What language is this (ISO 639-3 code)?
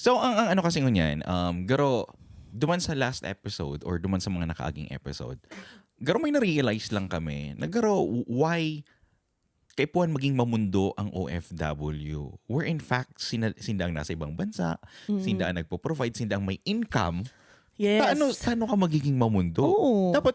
bik